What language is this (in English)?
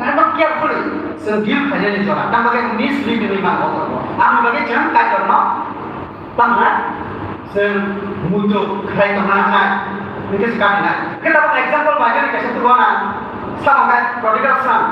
Kok Borok